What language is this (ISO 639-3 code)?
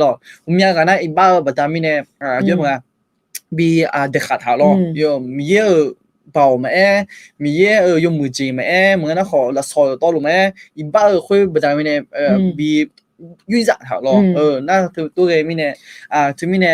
ahk